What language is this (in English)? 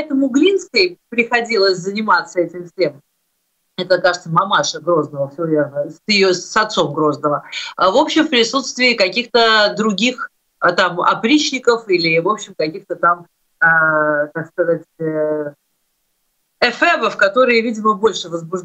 Russian